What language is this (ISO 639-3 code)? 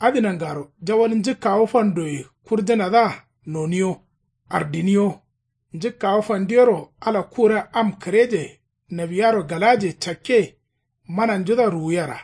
kau